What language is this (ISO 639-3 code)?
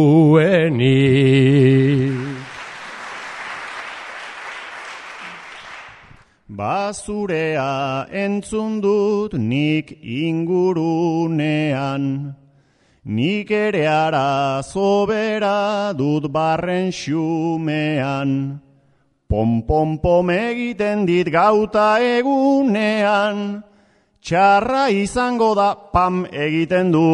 eus